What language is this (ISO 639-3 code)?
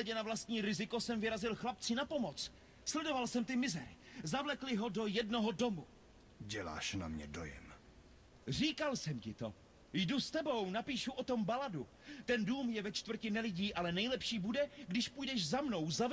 ces